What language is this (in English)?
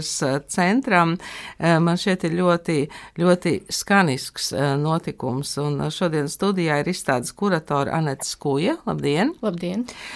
Latvian